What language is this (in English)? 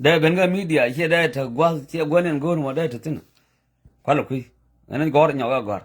Nuer